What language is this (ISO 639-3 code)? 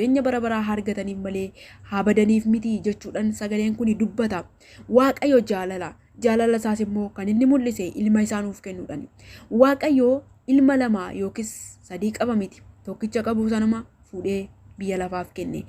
orm